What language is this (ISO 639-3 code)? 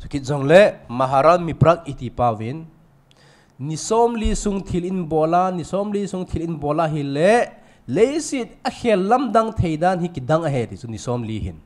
tcz